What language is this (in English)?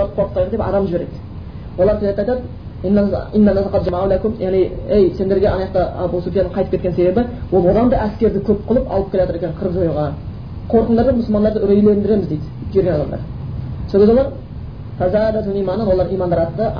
Kazakh